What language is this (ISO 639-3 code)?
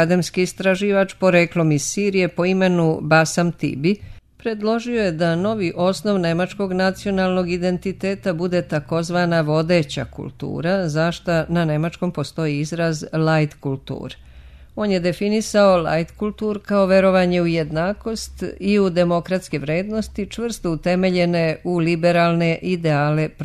srp